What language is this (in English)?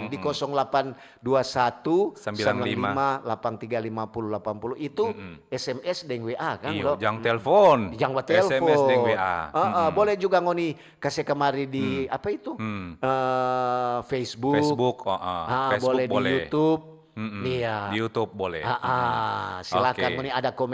Manado Malay